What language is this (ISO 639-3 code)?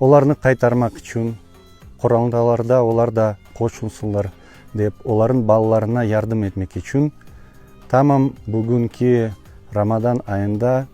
crh